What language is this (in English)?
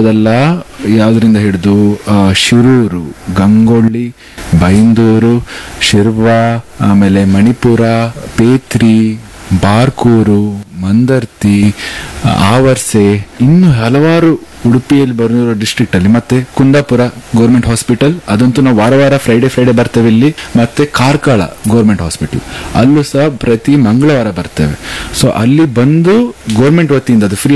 Kannada